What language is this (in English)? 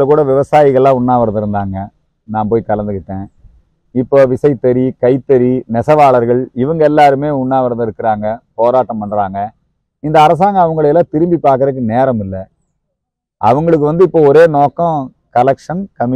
Tamil